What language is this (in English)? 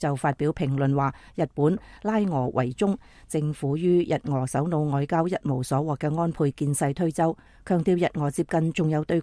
Cantonese